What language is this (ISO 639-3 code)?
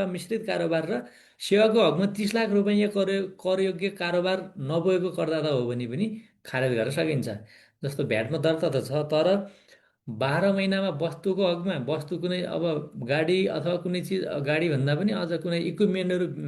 nep